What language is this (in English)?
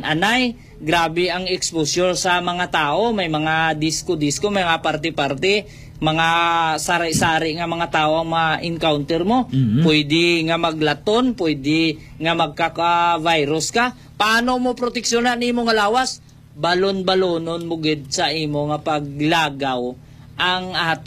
Hiligaynon